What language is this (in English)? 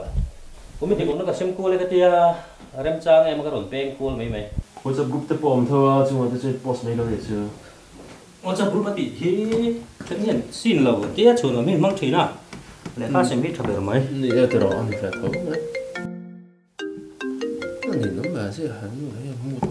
Mizo